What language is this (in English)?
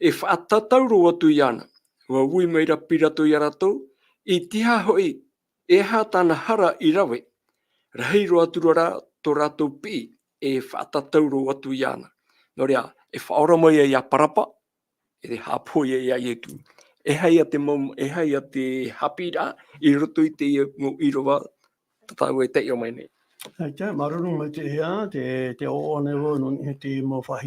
Tahitian